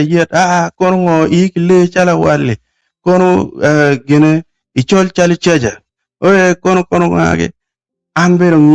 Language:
Acoli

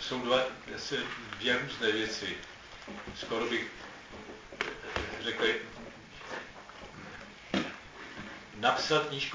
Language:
Czech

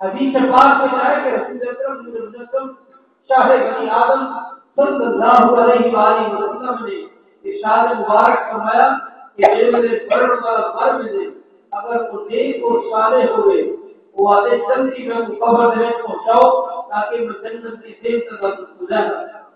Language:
Saraiki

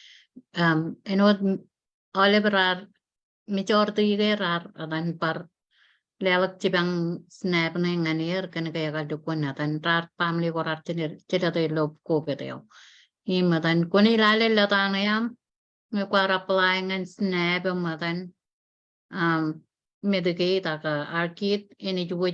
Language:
Marshallese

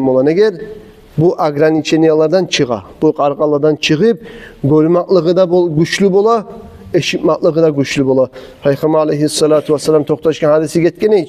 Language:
Kumyk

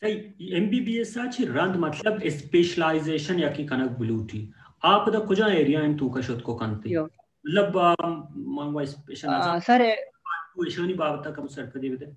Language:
Baluchi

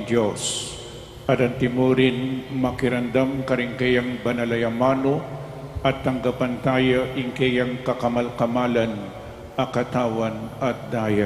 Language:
Pampanga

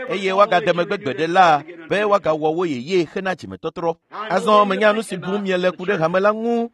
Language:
Ewe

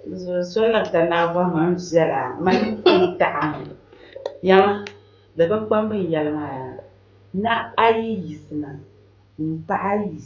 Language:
Dagbani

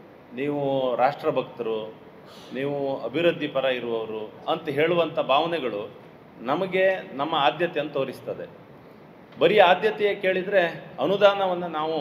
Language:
Kannada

